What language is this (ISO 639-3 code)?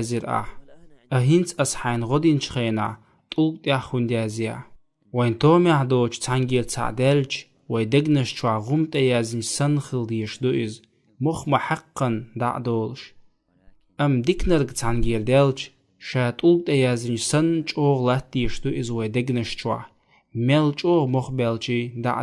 che